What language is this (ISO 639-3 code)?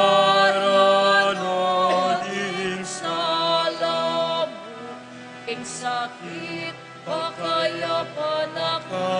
pam